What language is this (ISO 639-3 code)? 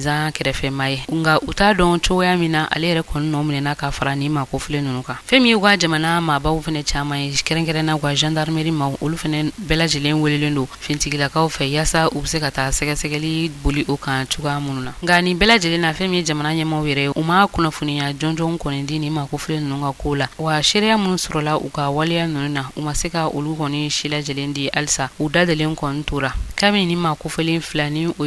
bam